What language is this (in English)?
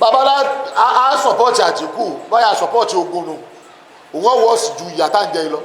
Yoruba